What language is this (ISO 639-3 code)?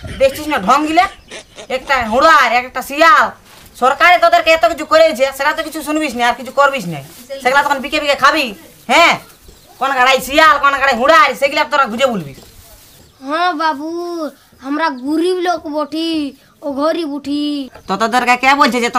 ben